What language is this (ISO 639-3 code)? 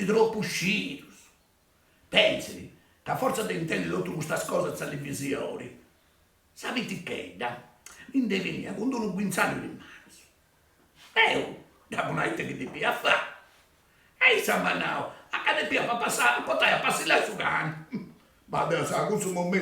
srd